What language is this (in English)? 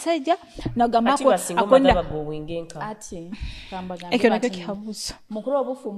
Nyoro